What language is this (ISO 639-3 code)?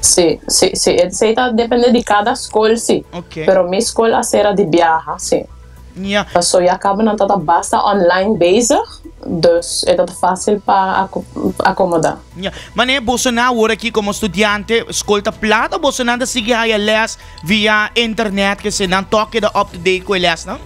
pap